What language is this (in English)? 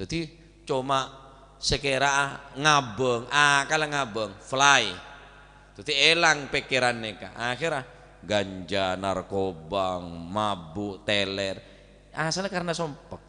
Madurese